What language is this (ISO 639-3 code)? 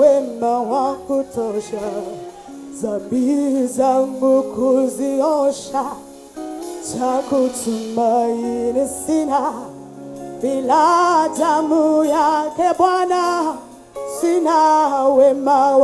swa